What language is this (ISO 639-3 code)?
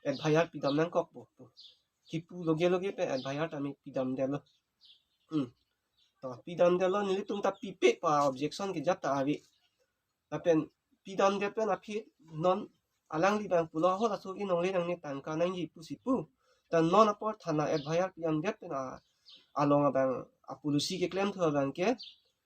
mjw